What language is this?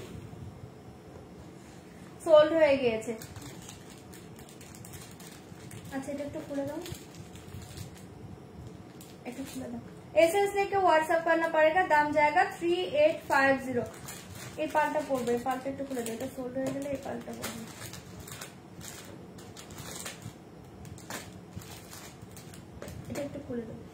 Bangla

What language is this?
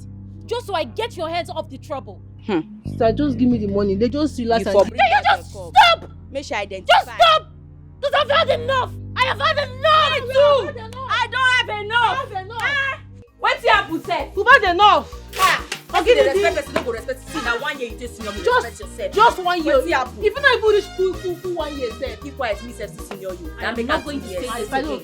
Nigerian Pidgin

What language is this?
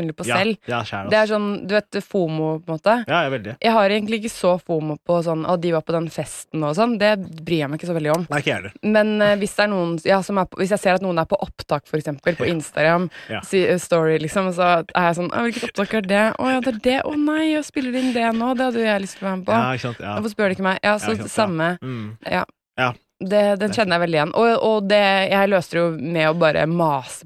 Norwegian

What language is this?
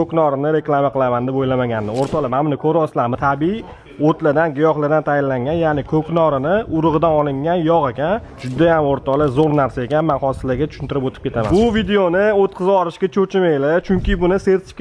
Uzbek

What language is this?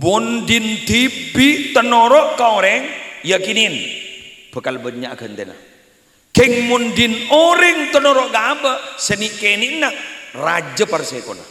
Madurese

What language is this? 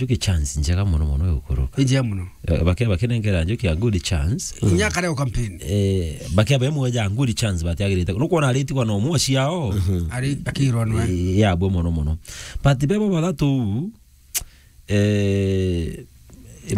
Meru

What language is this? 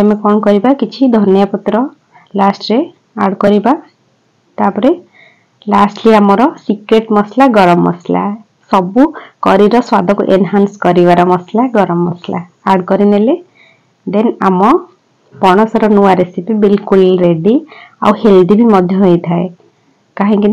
Odia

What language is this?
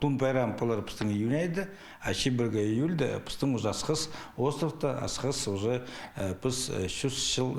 Khakas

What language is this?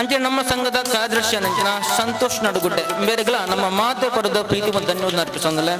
Tulu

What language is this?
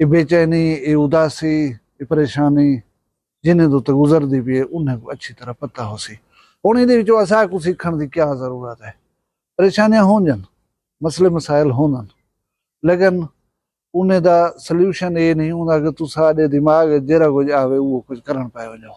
Saraiki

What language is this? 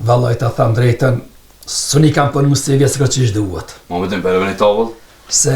Albanian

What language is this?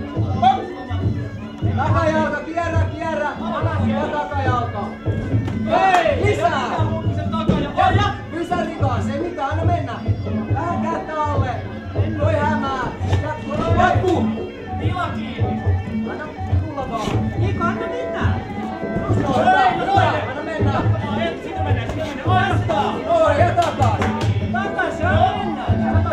Finnish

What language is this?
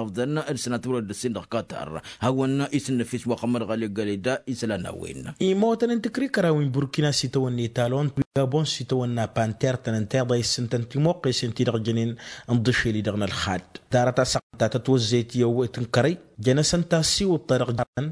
Tamasheq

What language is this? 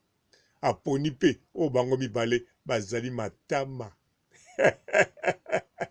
Lingala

